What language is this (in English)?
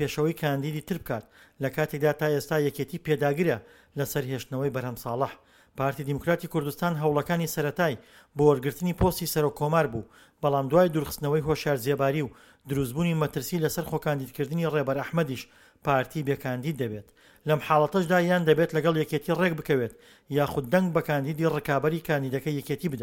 Central Kurdish